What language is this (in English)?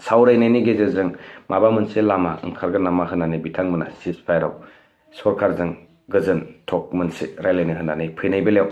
Bodo